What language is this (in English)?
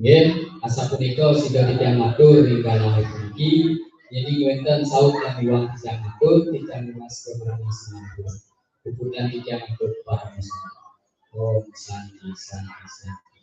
Balinese